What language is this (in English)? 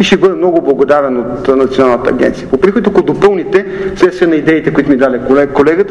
Bulgarian